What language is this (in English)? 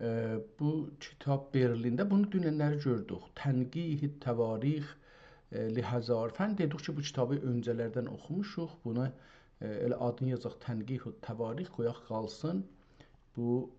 South Azerbaijani